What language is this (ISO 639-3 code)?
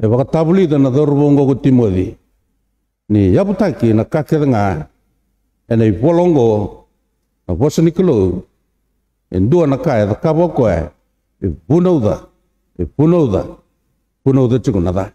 fij